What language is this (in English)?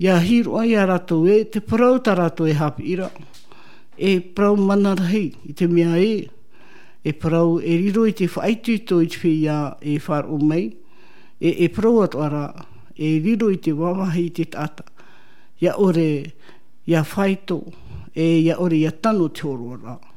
Tahitian